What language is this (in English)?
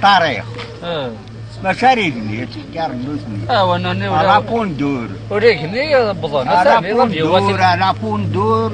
Kabyle